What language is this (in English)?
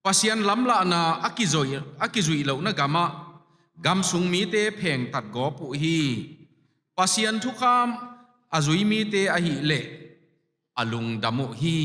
Tedim Chin